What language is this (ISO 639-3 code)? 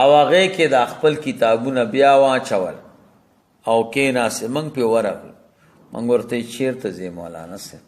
pus